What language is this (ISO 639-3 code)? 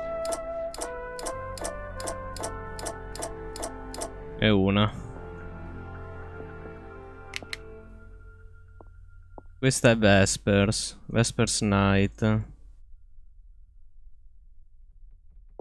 ita